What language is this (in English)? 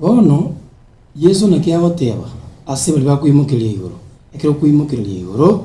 Gusii